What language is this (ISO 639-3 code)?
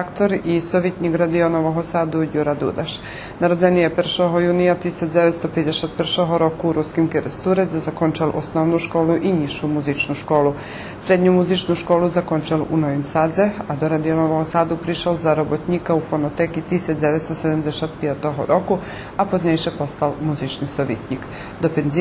rue